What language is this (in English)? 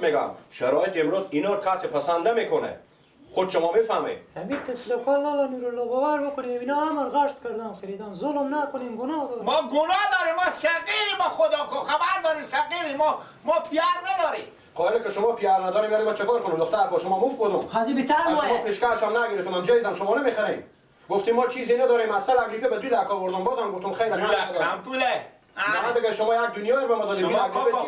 Persian